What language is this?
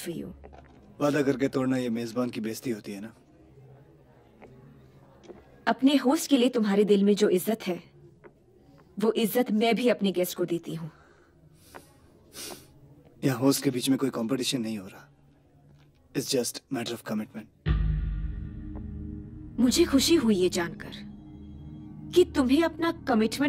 Hindi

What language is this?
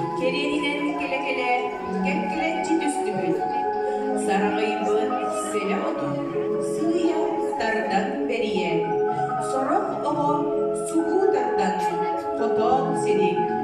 Yakut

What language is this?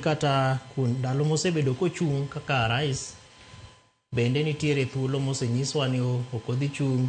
Luo (Kenya and Tanzania)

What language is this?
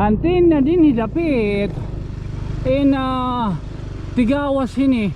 Waray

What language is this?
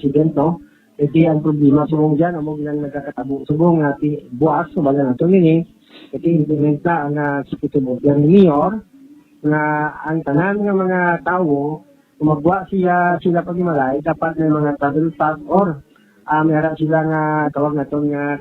Hiligaynon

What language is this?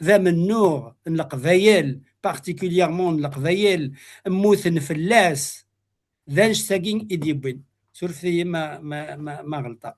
Kabyle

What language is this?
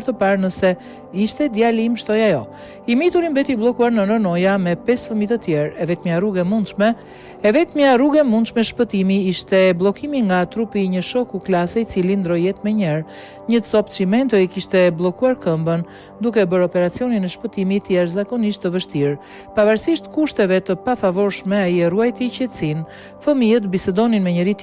Albanian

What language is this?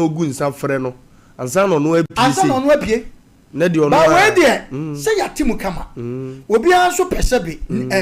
Akan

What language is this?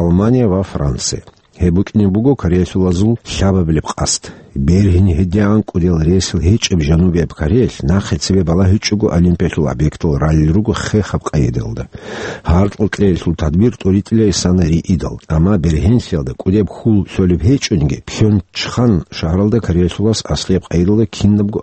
Avaric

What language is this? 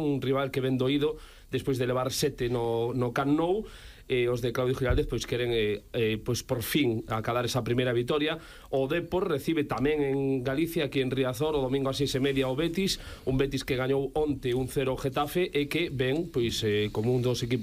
Galician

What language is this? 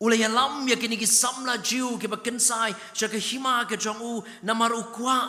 Khasi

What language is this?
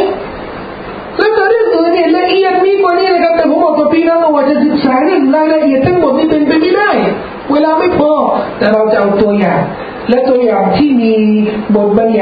Thai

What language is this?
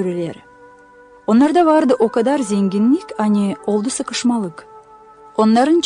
Gagauz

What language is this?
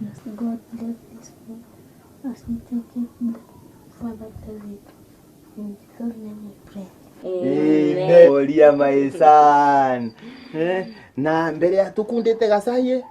Meru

